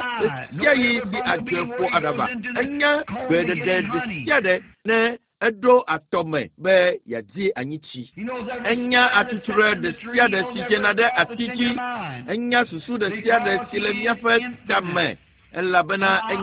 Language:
Ewe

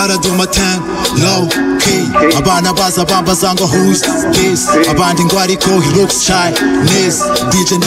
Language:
Kinyarwanda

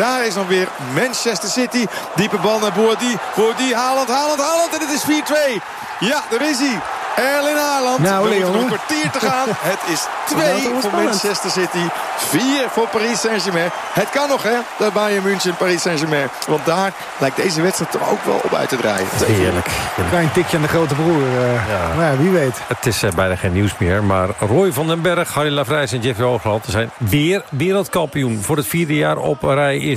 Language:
Dutch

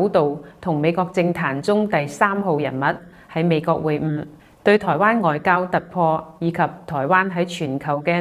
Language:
Cantonese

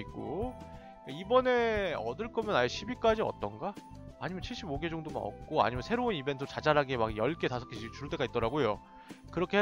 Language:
Korean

